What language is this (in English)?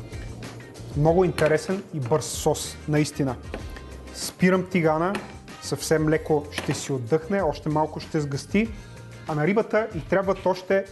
Bulgarian